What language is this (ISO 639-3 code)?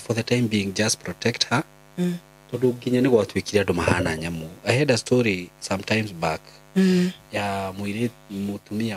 kik